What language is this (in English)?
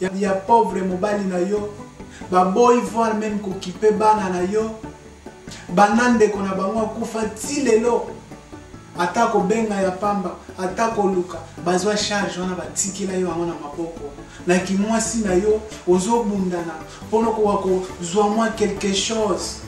Lingala